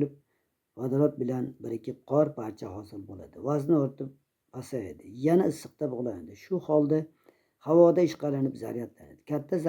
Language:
Uzbek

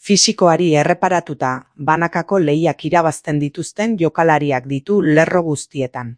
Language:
Basque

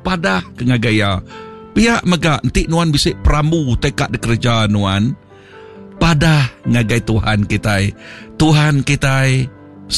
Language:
Iban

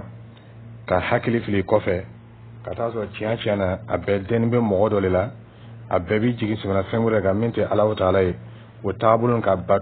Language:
Dyula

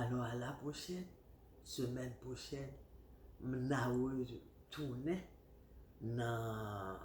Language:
Haitian Creole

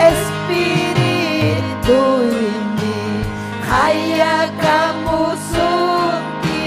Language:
Ayacucho Quechua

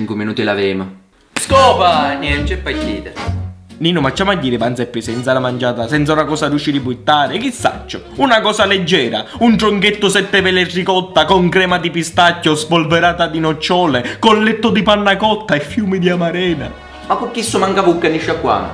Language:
Sicilian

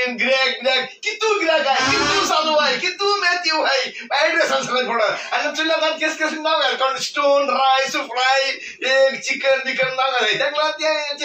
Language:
Konkani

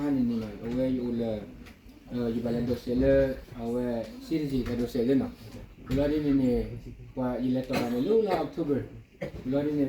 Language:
S'gaw Karen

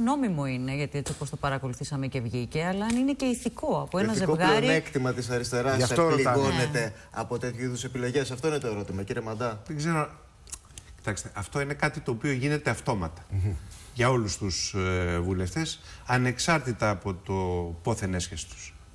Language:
Greek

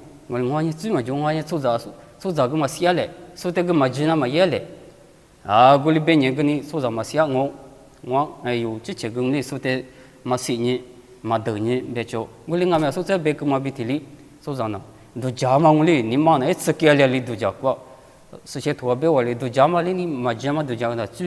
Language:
Lisu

